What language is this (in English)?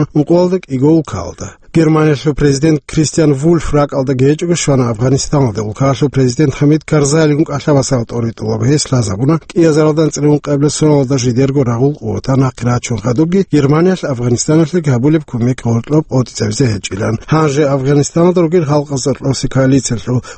Avaric